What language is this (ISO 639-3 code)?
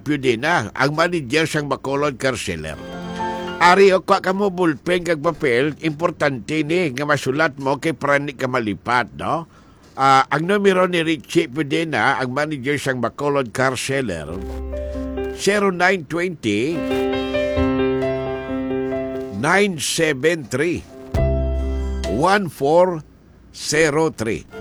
hil